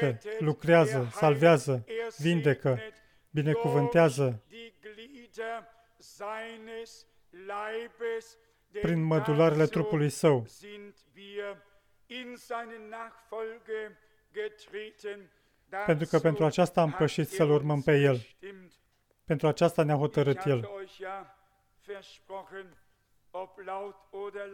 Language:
Romanian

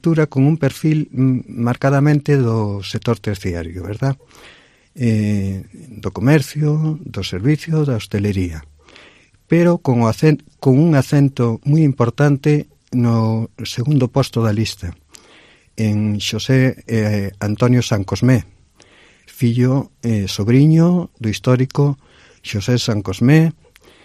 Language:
Galician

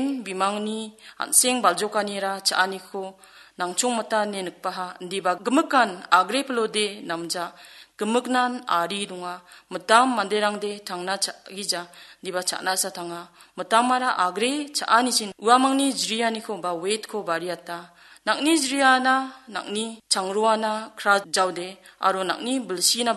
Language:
Garo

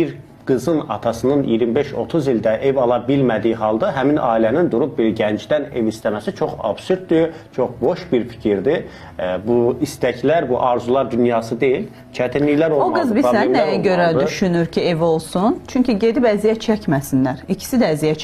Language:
Azerbaijani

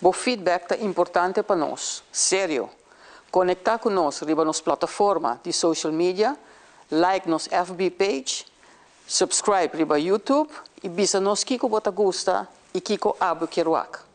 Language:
Papiamento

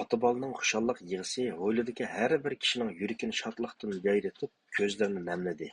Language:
Uyghur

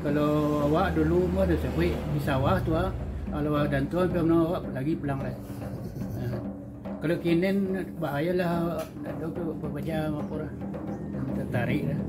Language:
Minangkabau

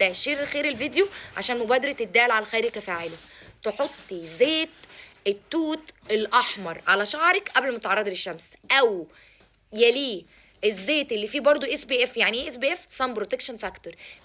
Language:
Egyptian Arabic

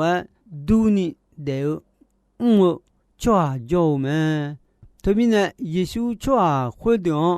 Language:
Akha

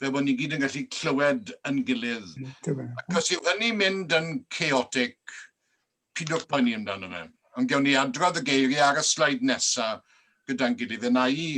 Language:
Welsh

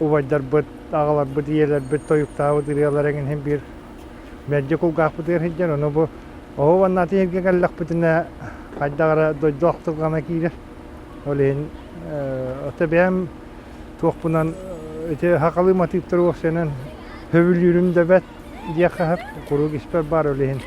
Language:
Yakut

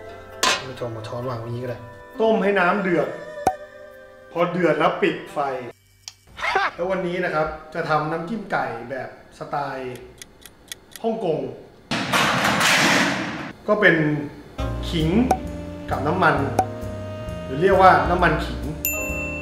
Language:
Thai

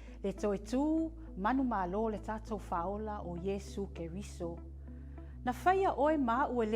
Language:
Samoan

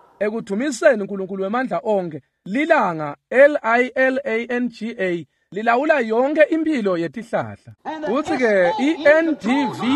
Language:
Swati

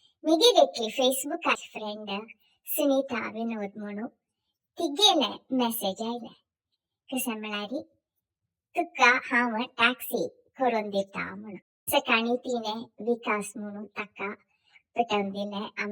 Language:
Konkani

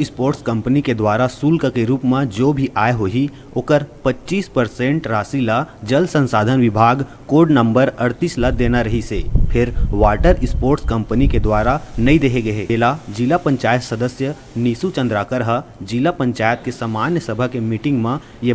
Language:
Chhattisgarhi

